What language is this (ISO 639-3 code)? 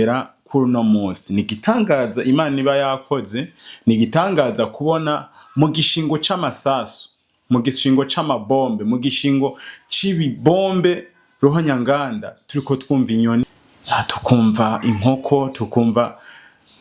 run